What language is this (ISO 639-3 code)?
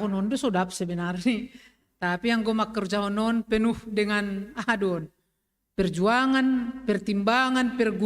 bts